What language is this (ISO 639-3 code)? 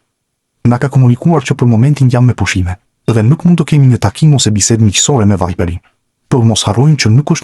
sqi